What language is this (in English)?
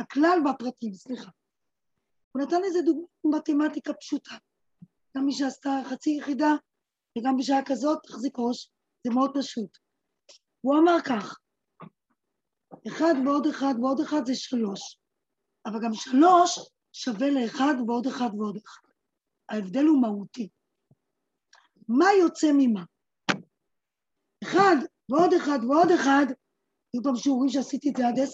Hebrew